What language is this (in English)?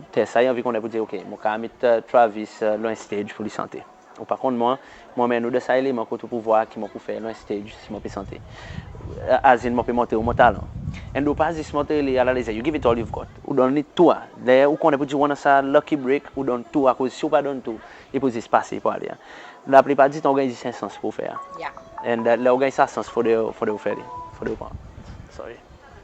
Seselwa Creole French